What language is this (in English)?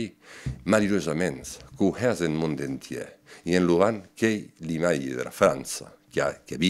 Occitan